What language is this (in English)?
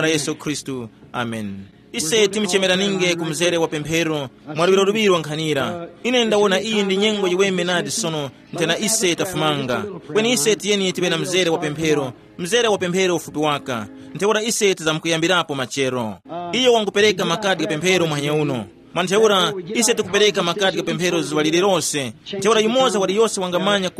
Tumbuka